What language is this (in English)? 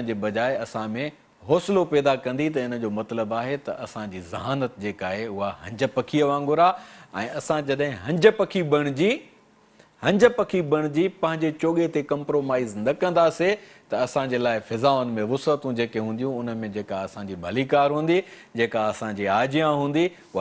Sindhi